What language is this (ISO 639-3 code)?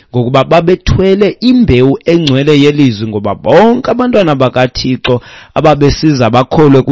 xho